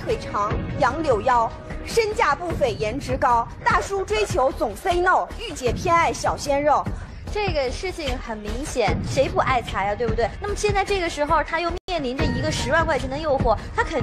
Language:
Chinese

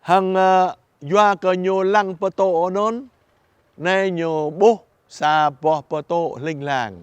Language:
Jarai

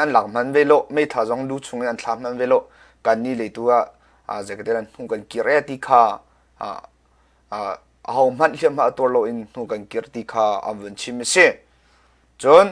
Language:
Hakha Chin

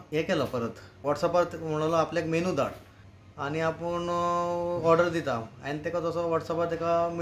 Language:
Konkani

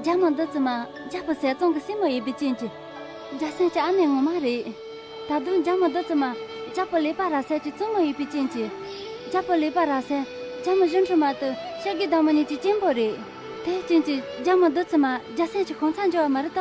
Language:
Khams Tibetan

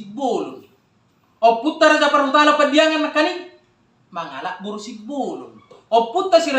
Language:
Batak Toba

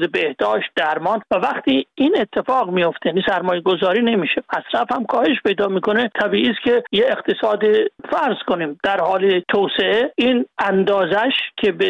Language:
Persian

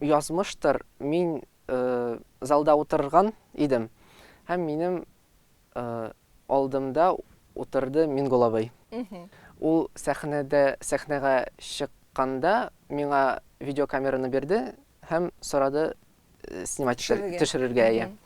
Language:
Tatar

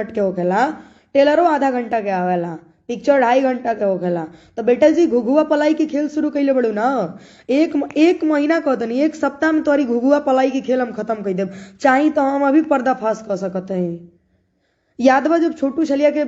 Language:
Bhojpuri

